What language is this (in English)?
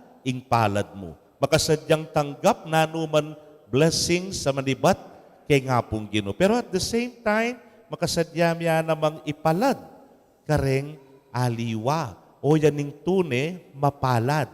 Pampanga